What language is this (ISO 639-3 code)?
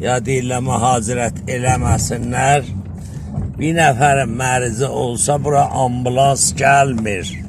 azb